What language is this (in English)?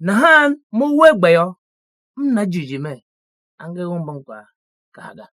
Tiv